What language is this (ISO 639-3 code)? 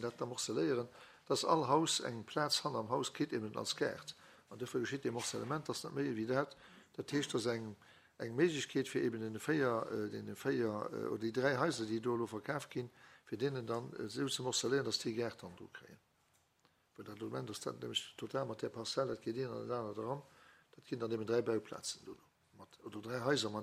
ltz